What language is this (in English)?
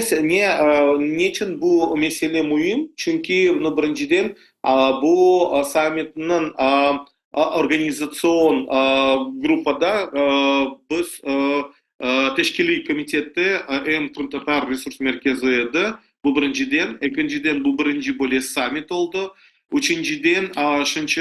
Crimean Tatar